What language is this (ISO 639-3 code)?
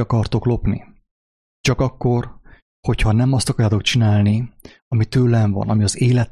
hun